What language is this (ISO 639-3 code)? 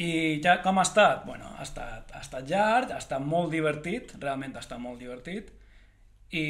cat